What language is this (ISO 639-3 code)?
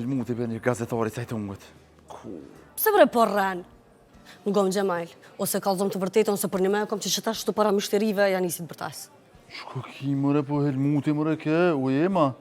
sqi